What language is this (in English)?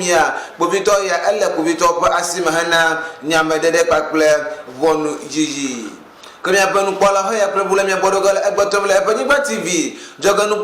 Ewe